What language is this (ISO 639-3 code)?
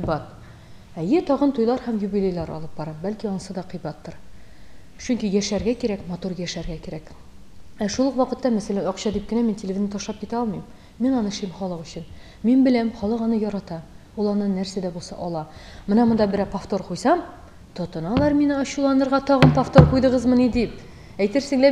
tat